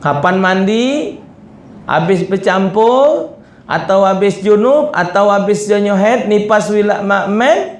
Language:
Musi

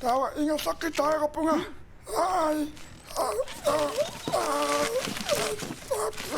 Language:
Kalaallisut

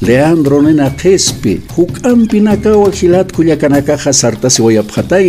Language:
Aymara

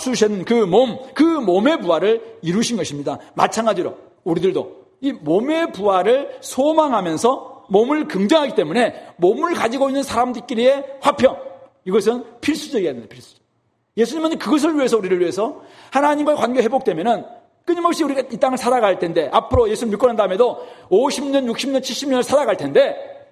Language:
Korean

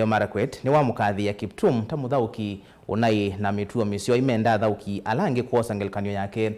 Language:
Kamba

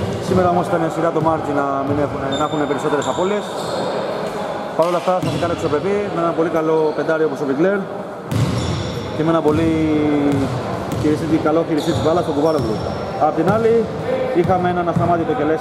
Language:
Greek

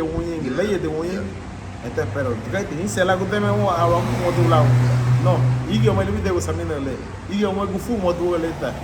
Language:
Garifuna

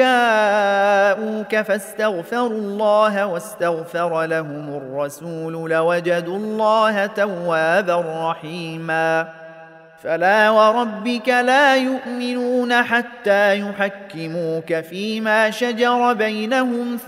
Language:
Arabic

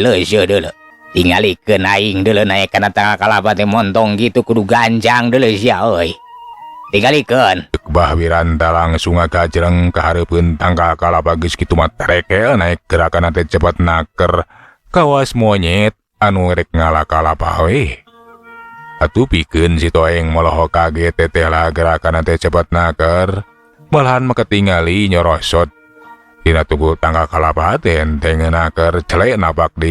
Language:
Sundanese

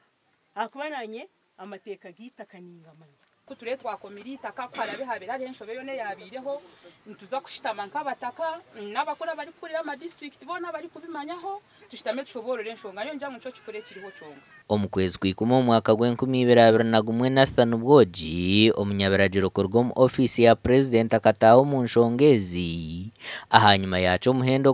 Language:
Nyankole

